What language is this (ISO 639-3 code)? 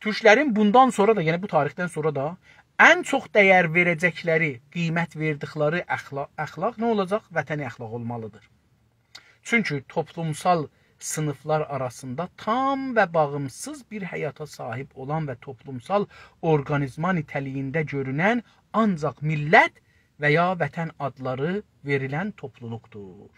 azb